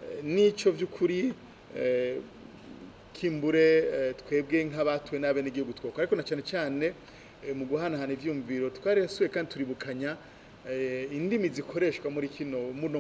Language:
Rundi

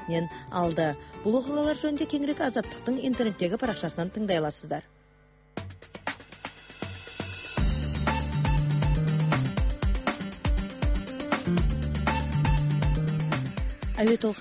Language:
Kazakh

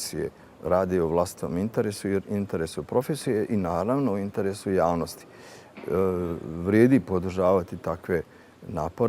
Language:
Bosnian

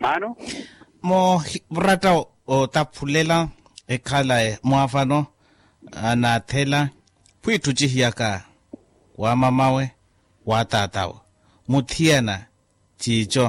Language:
Makhuwa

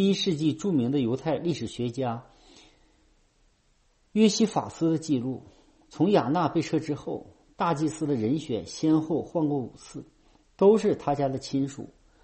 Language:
Chinese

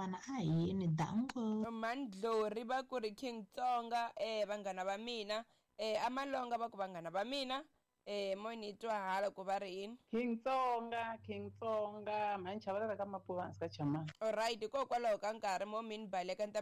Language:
Tsonga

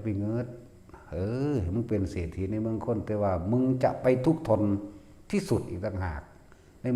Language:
Northeastern Thai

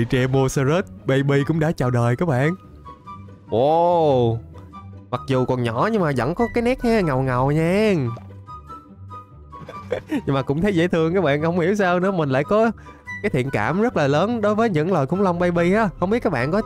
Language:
Vietnamese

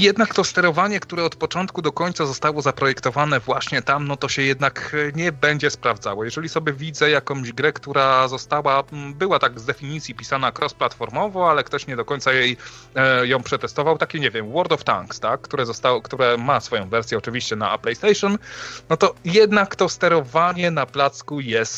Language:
Polish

